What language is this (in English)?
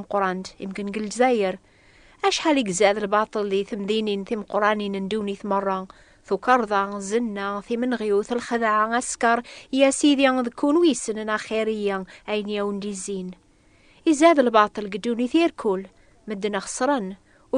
Kabyle